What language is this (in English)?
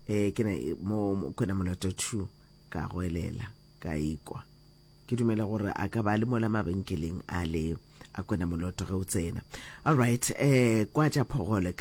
Northern Sotho